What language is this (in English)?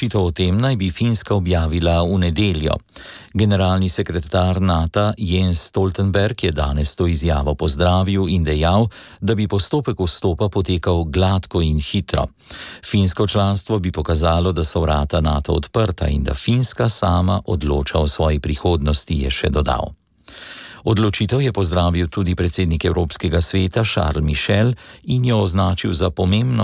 Slovenian